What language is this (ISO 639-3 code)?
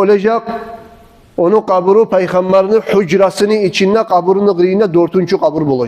kum